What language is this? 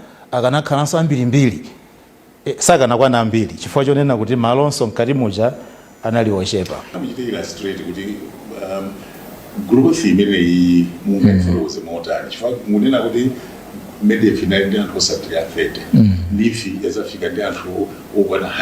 Nyanja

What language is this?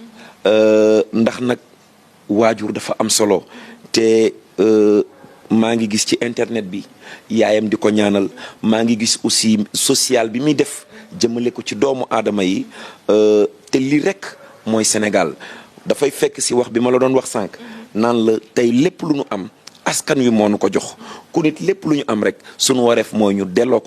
Wolof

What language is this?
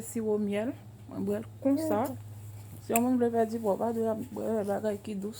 Haitian Creole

